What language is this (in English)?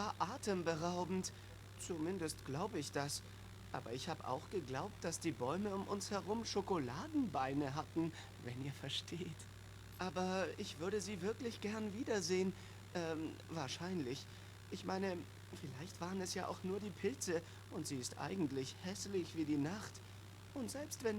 Swiss German